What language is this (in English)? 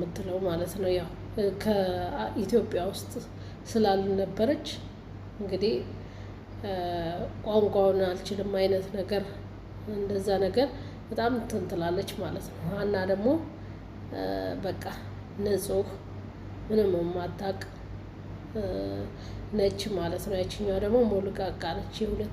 Amharic